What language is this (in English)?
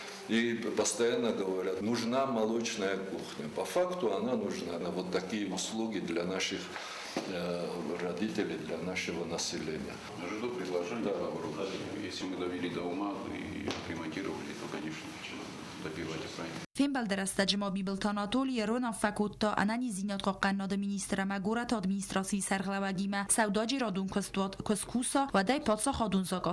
Ossetic